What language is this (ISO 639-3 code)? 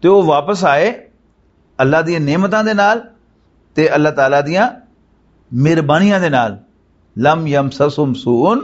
lah